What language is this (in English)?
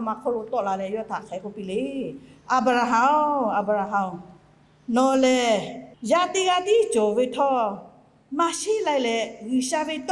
Lahu